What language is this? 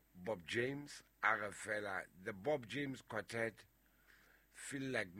Southern Sotho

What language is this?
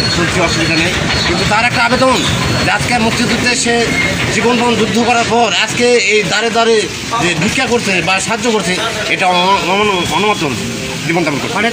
Bangla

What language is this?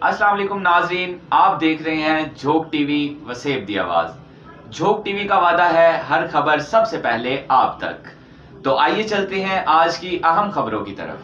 Saraiki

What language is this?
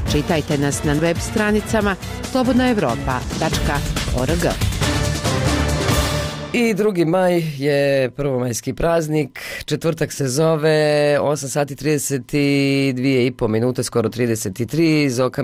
Bosnian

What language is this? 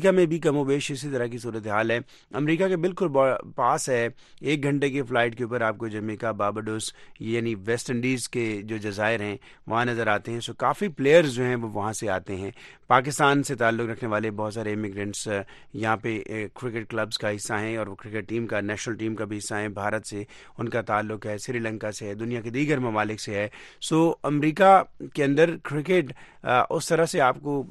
Urdu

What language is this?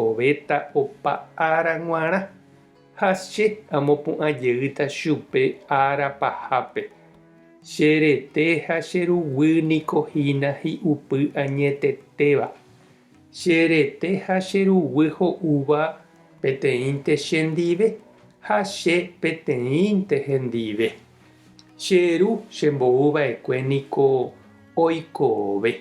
Guarani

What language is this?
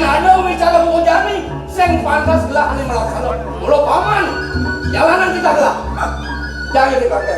Balinese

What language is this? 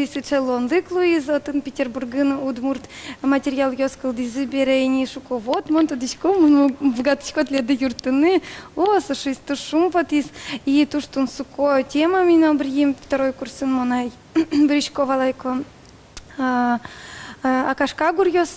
Udmurt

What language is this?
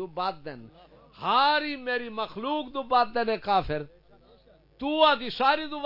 Saraiki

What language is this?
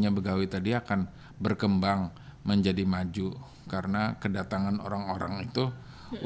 Banjar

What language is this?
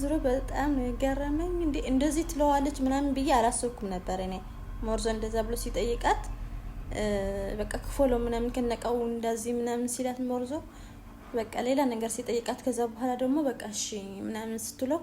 Amharic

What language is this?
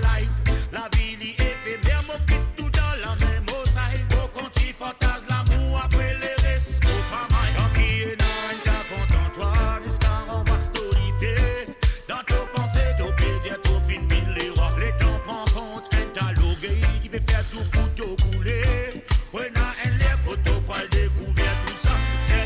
Morisyen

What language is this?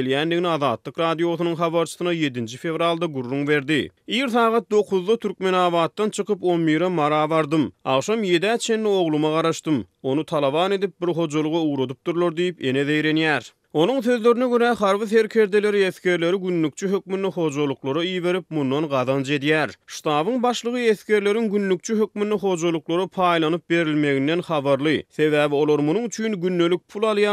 Turkmen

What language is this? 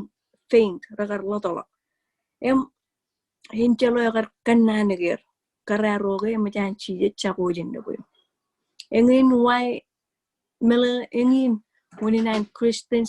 Marshallese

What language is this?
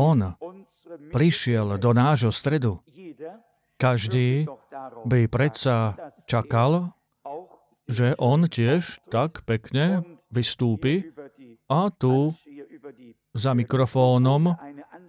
Slovak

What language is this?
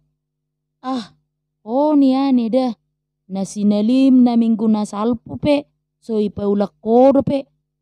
Batak Toba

